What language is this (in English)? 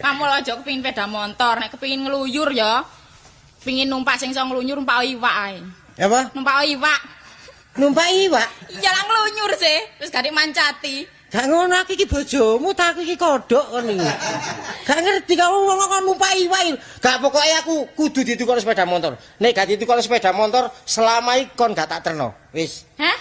Javanese